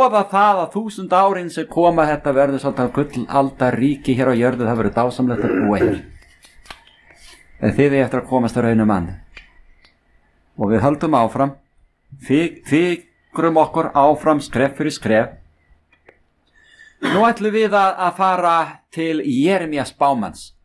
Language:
Icelandic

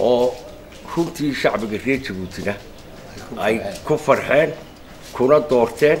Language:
Somali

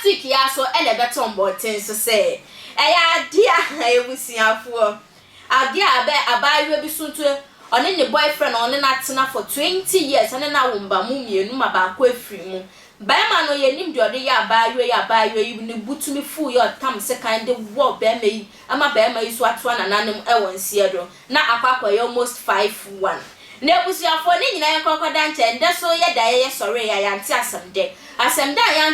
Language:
Akan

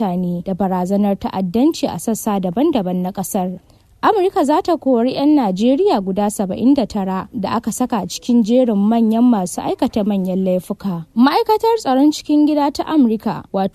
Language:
Hausa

